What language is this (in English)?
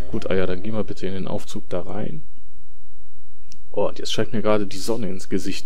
German